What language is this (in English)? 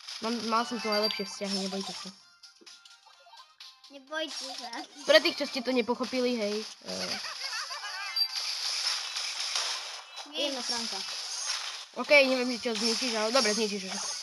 Slovak